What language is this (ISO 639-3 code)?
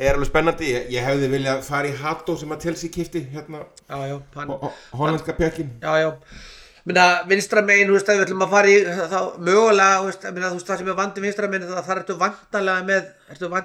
isl